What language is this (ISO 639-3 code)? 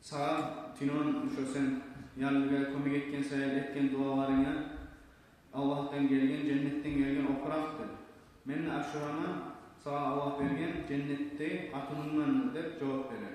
kum